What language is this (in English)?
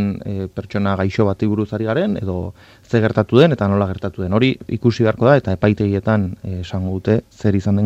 Basque